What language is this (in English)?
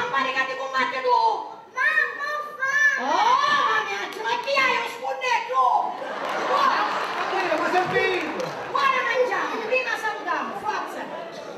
Neapolitan